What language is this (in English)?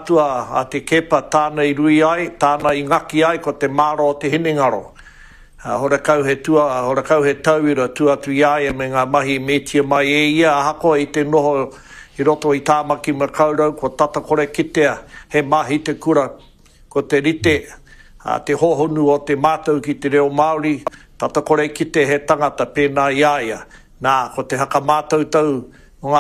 Māori